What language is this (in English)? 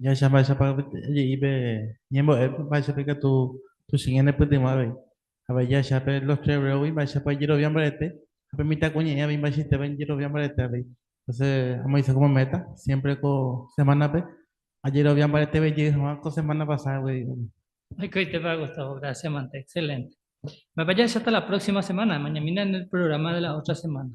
Guarani